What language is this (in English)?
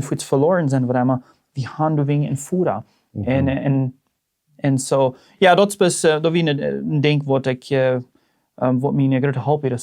Plautdietsch